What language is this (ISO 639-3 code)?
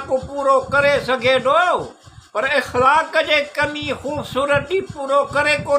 snd